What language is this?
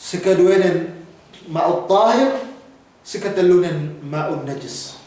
Yakan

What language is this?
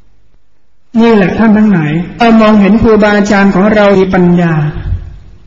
Thai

